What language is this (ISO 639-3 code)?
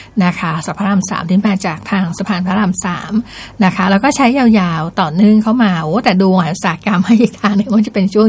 tha